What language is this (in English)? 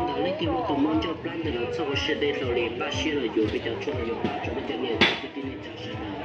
Hmong